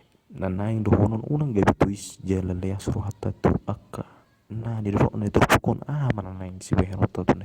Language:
Batak Toba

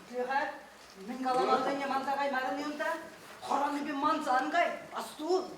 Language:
Chuvash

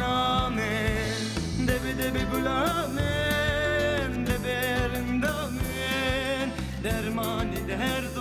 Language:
Zaza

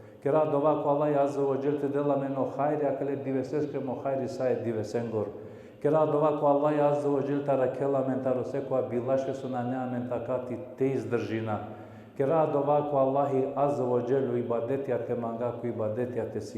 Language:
Balkan Romani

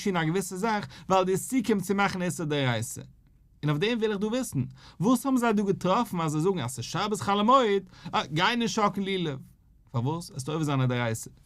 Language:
Yiddish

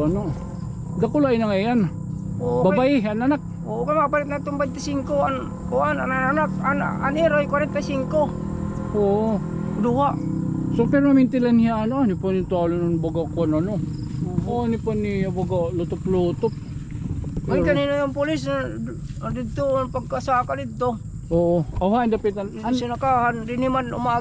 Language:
Waray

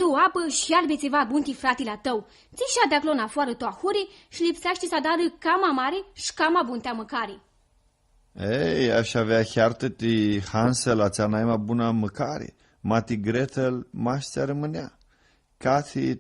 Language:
Aromanian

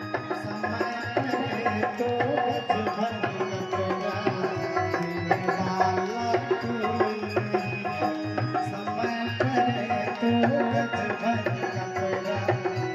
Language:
Maithili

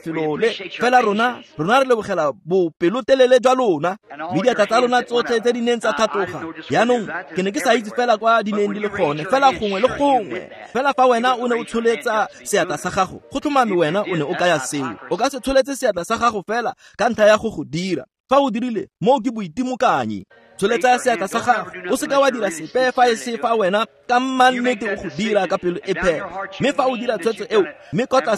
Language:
Tswana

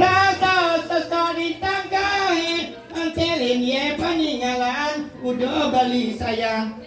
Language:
Balinese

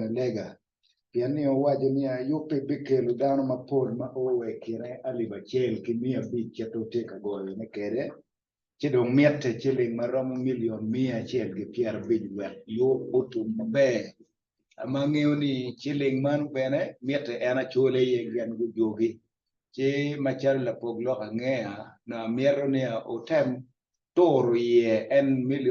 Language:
Acoli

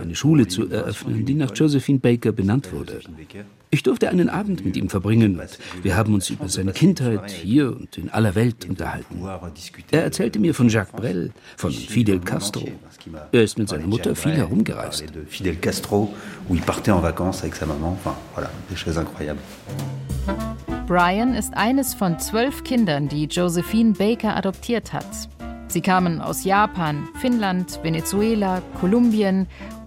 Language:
German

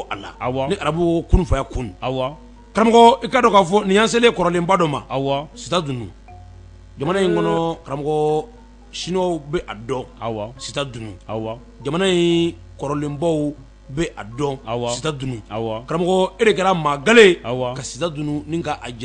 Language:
Bambara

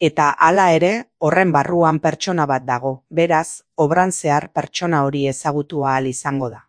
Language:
Basque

